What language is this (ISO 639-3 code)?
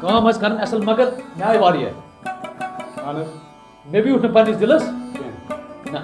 kas